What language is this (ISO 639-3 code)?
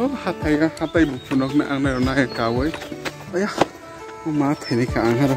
trp